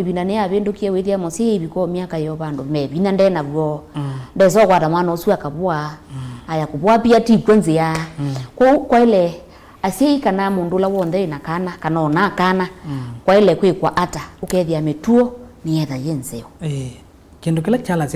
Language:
Kamba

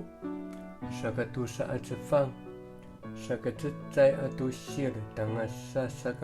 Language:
Amis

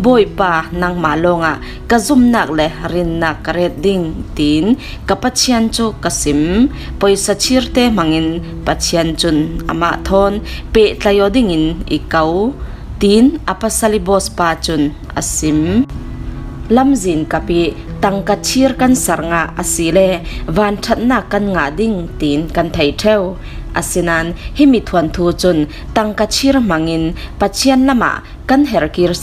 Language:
Falam Chin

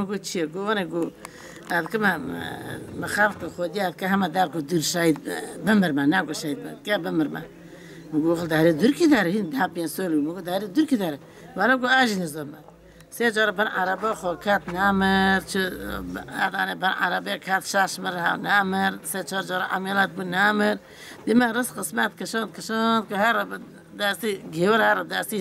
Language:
Kurdish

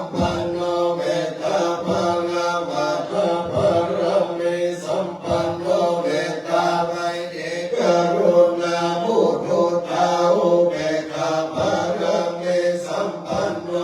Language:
Pali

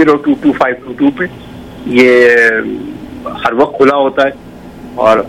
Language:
Hindi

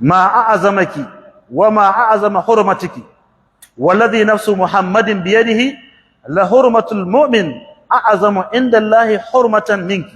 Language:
Hausa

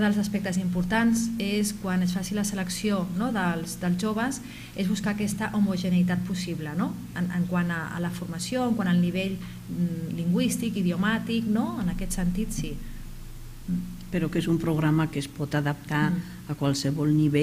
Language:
Catalan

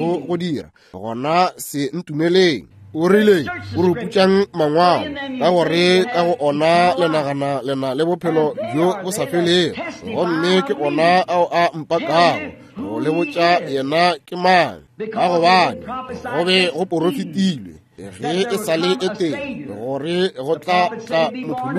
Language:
Northern Sotho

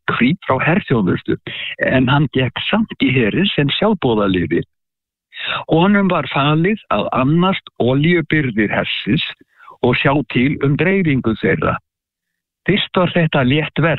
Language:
Icelandic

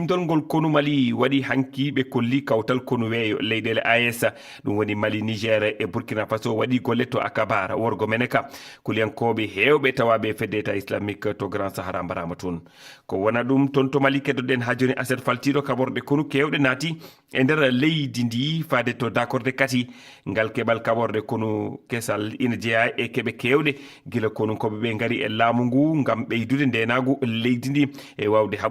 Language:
Fula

